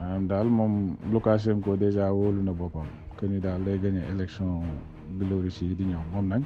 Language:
Wolof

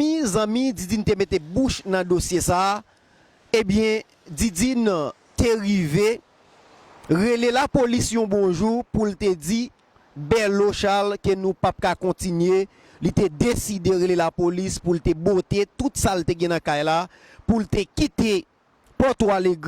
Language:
Haitian Creole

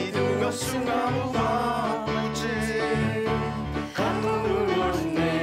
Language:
Kalaallisut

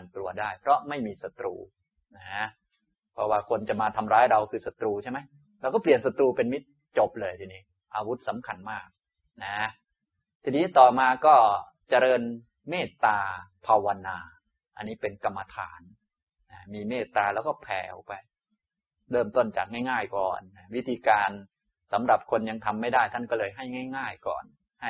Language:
Thai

